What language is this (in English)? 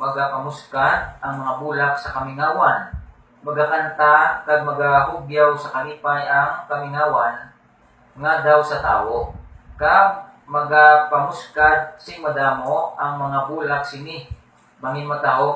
Hiligaynon